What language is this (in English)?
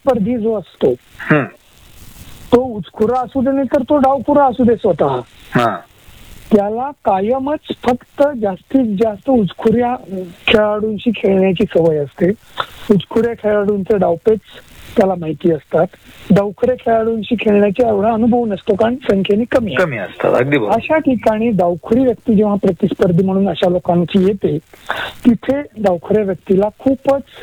Marathi